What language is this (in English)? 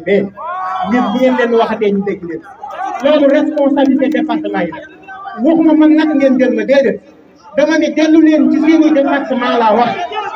Wolof